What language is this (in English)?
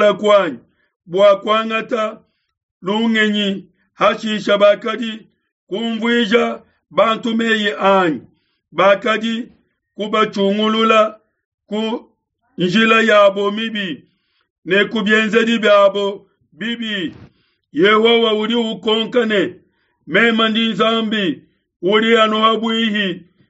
Luba-Lulua